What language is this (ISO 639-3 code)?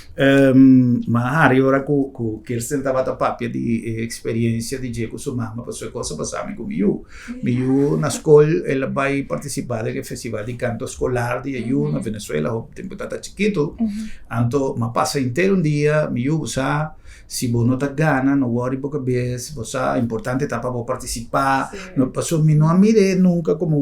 pap